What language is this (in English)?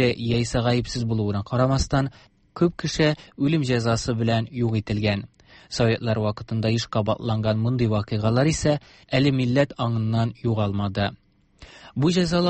Tatar